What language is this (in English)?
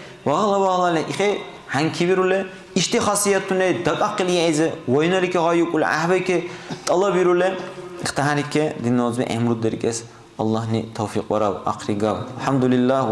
Dargwa